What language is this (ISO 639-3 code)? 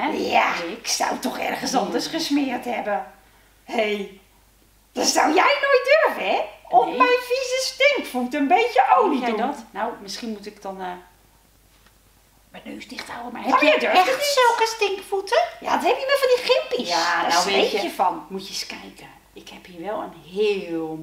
nld